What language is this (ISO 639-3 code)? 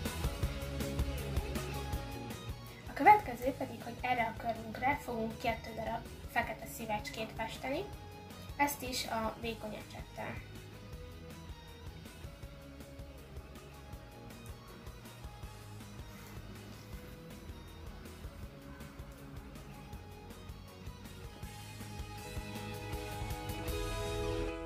hun